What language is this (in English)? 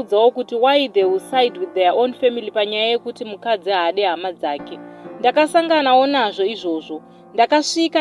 Shona